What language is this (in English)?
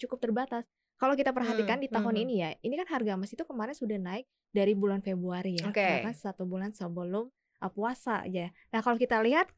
Indonesian